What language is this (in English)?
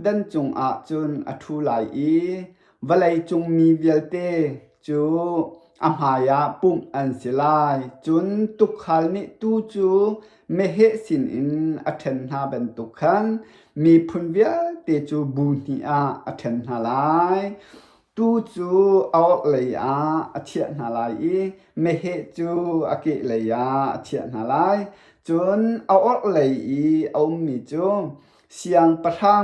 Hakha Chin